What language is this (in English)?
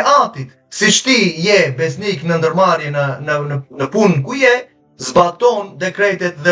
Albanian